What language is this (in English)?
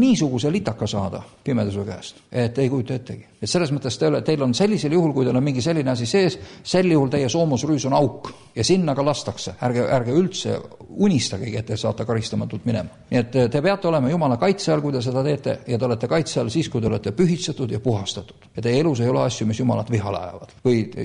Estonian